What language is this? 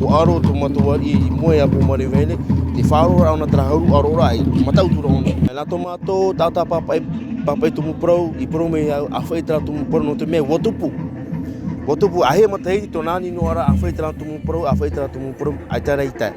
Tahitian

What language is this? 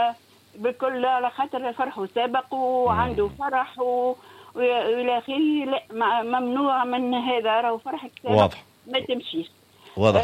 Tunisian Arabic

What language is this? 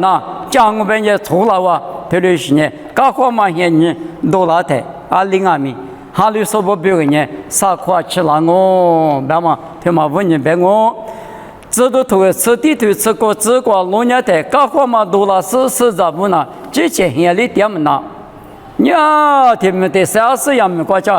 Lisu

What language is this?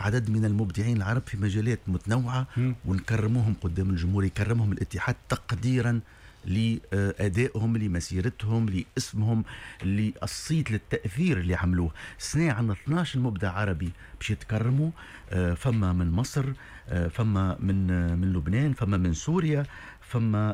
Tunisian Arabic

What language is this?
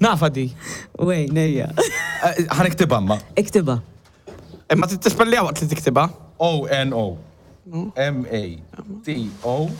Maltese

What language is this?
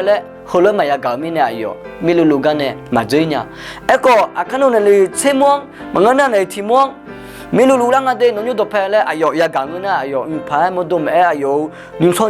Akha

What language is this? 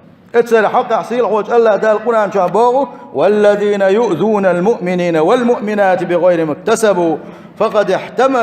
Chechen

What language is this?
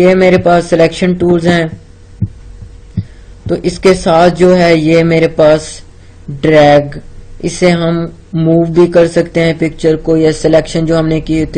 Hindi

